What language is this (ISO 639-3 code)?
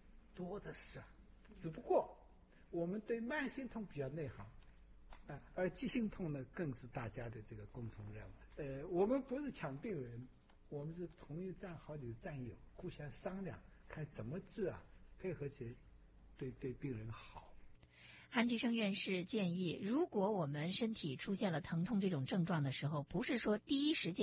zho